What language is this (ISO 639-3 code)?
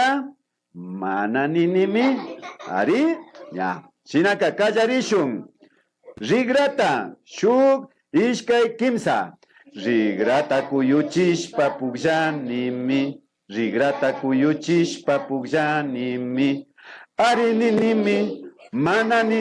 qvi